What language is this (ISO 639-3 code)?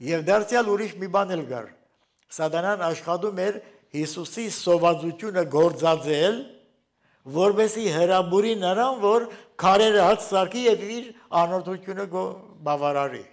hye